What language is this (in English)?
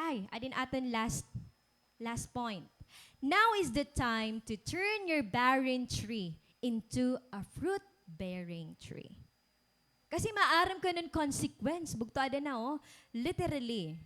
Waray